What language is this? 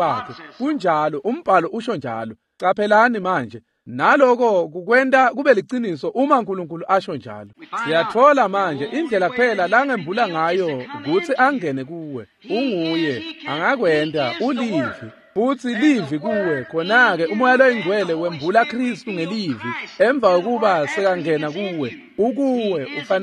Swati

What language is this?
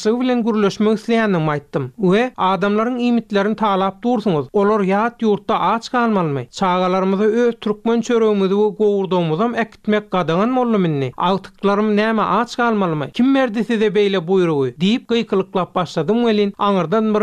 Turkmen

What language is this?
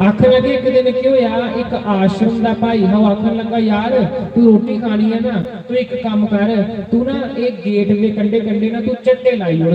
Dogri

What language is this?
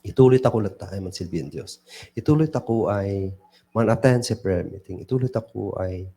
Kankanaey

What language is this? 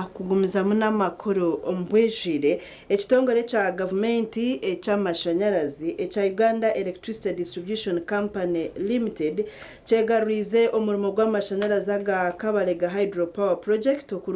Nyankole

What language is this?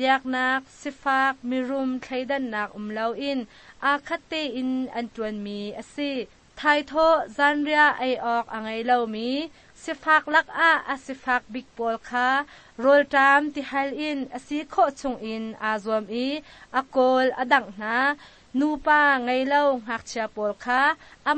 Hakha Chin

